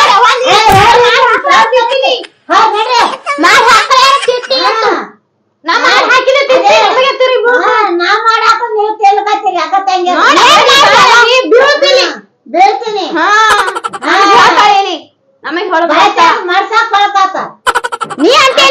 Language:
Kannada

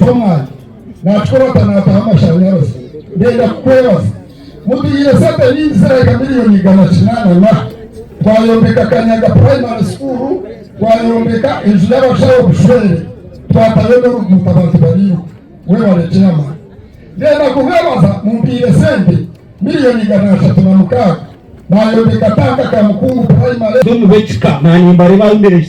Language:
Nyankole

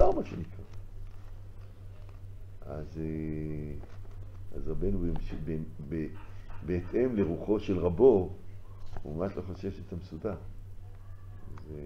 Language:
Hebrew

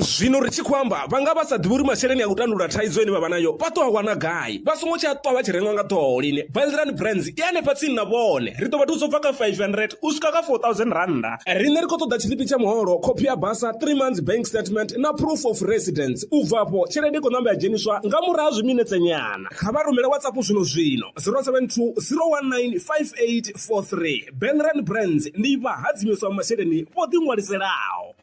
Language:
Venda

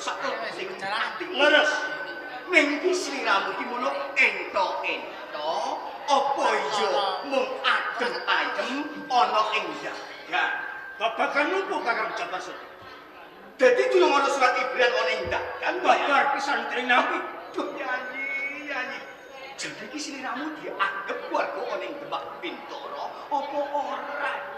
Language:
Javanese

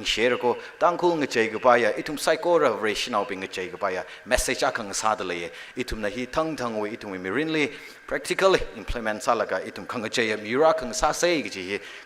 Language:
Tangkhul Naga (India)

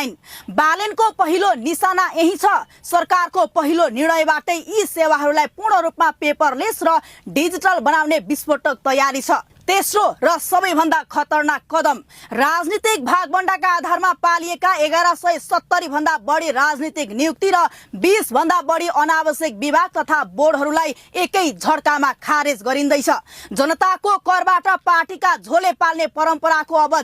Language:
Nepali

